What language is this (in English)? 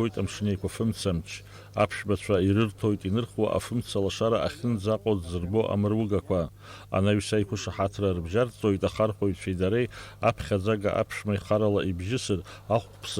Abkhazian